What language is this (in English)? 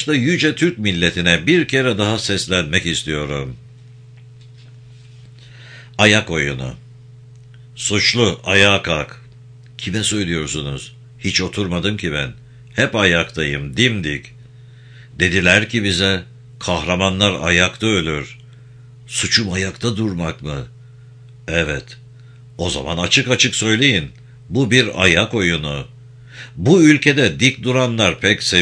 Turkish